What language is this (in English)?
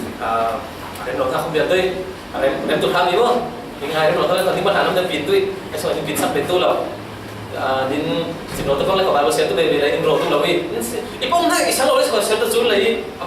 Falam Chin